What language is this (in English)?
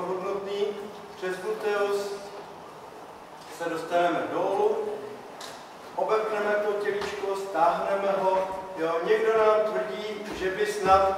Czech